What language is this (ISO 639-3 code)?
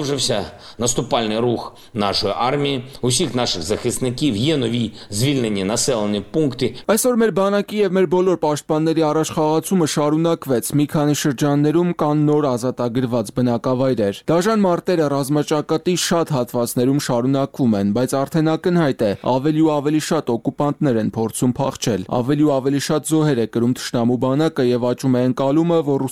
hye